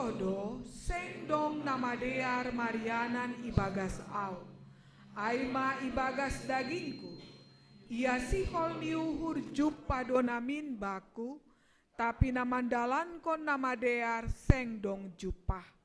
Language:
Batak Simalungun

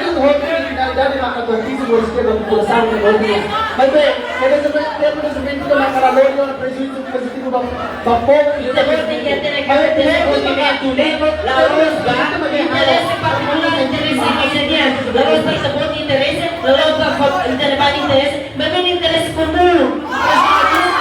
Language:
Tetum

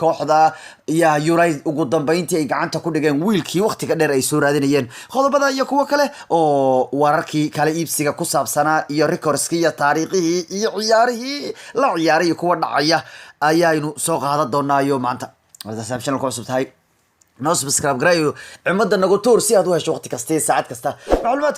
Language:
Somali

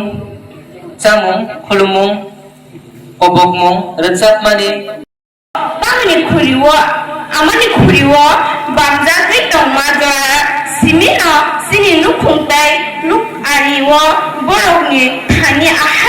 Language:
Kok Borok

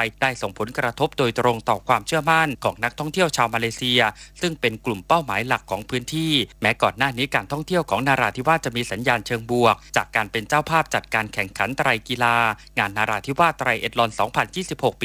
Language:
Thai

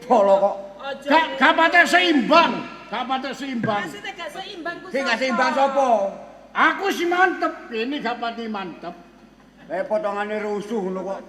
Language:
Javanese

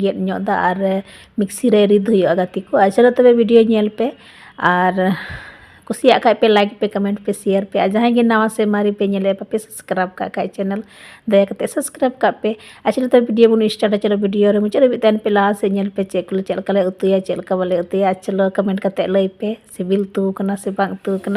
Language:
Santali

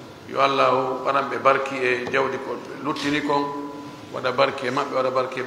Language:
Fula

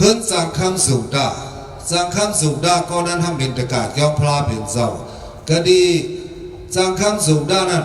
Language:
Shan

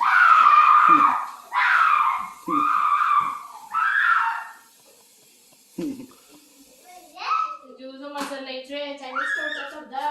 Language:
Manipuri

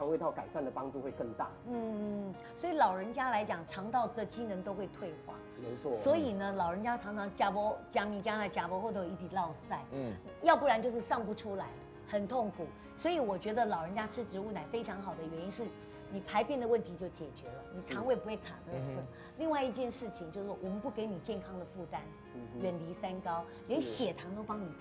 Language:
Chinese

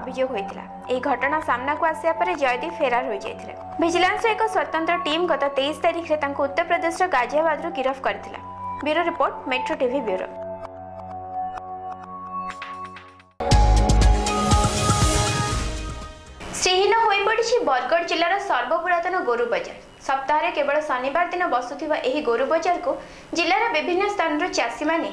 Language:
Odia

